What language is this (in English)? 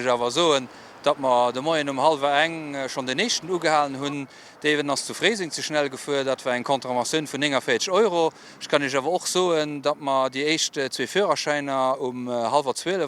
Luxembourgish